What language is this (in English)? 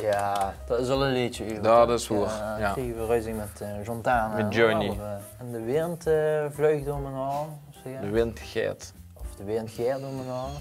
Limburgish